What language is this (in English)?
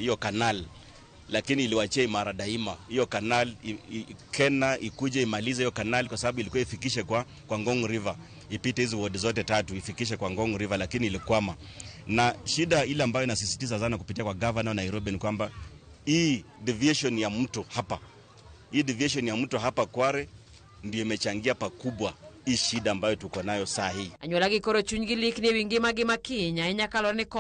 Luo (Kenya and Tanzania)